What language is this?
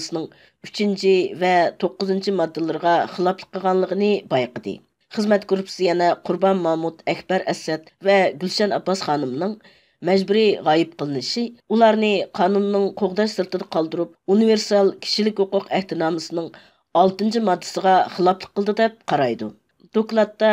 Uyghur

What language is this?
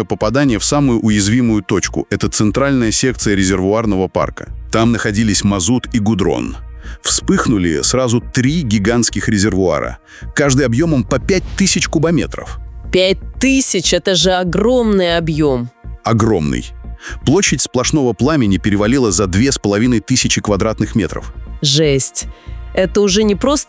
Russian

